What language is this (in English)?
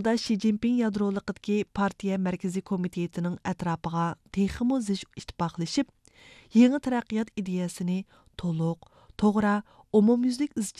Uyghur